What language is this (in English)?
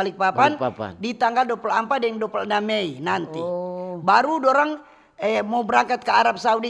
Manado Malay